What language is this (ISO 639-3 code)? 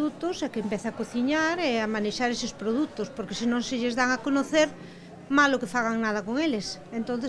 glg